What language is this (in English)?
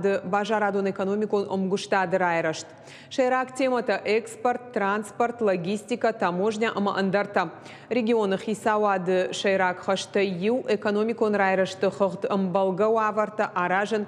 Ossetic